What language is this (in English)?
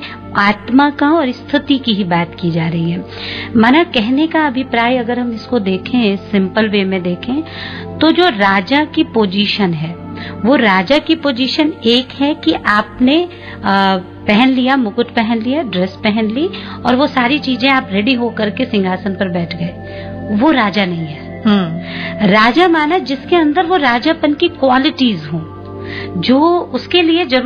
Hindi